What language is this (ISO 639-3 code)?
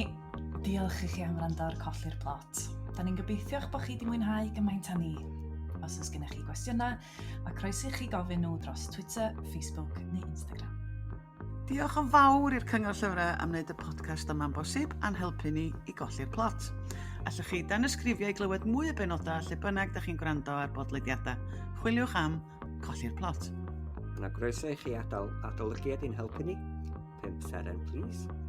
cym